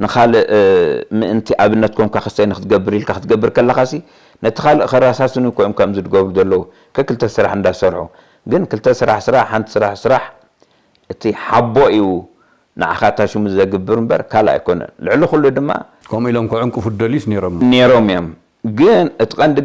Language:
Tigrinya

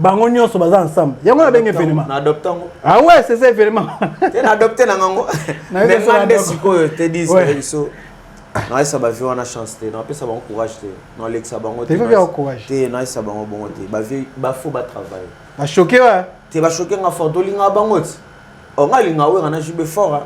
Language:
Lingala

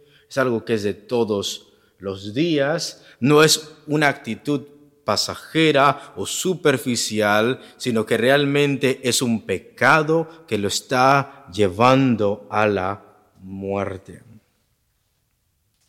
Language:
Spanish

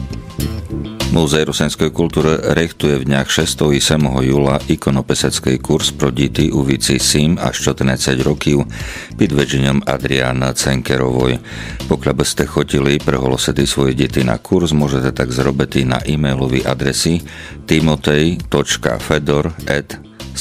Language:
Rusyn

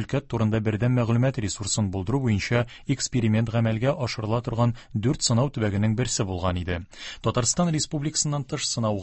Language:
Tatar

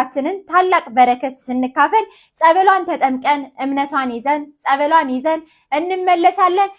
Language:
Amharic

